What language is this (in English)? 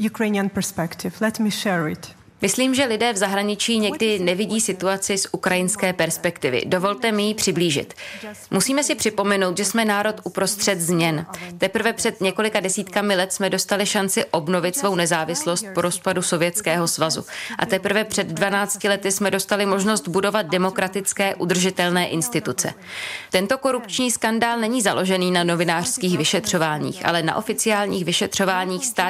Czech